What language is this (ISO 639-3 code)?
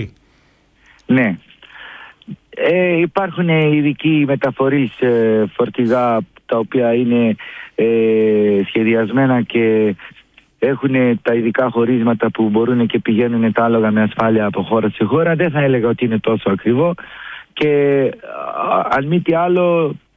ell